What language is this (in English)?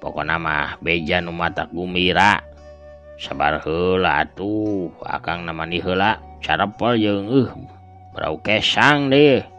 Sundanese